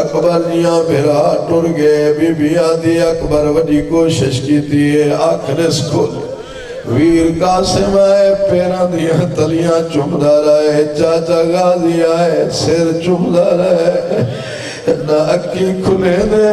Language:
Saraiki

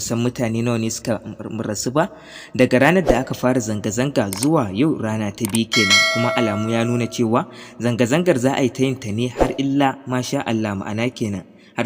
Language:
Hausa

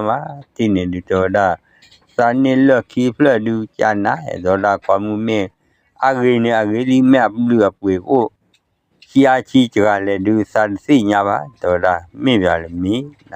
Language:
S'gaw Karen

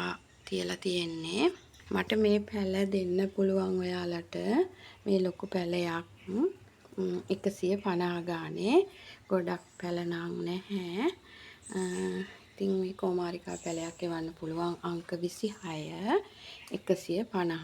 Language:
Sinhala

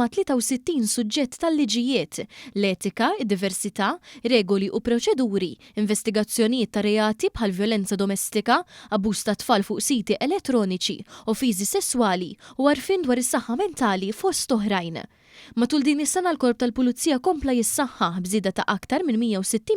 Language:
Maltese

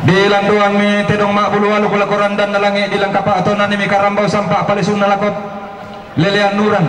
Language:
Toraja-Sa'dan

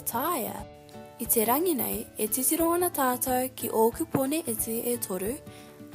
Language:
Māori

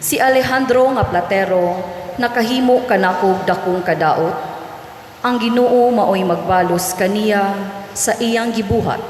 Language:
Cebuano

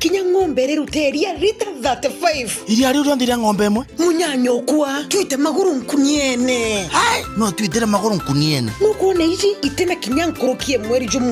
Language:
Meru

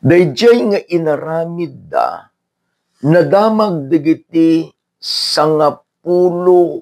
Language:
Iloko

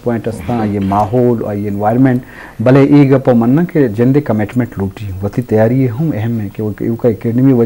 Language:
Eastern Balochi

